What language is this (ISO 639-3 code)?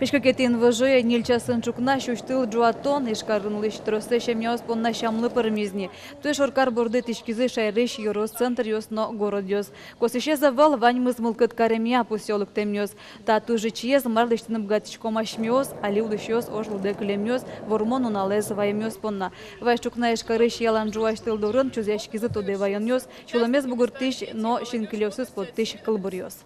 udm